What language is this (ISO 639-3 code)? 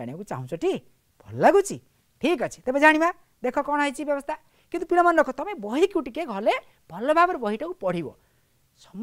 ori